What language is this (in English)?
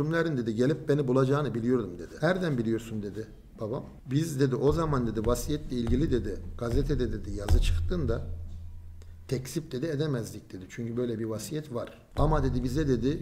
Turkish